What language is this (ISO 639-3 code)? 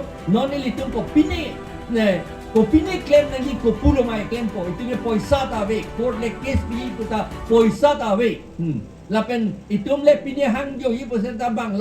mjw